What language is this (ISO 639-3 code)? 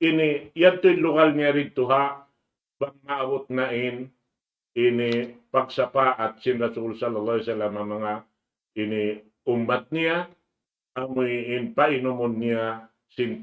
tsg